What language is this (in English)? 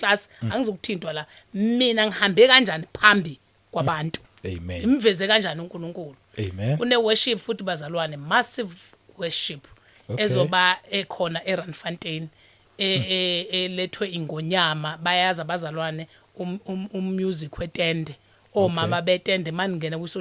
Zulu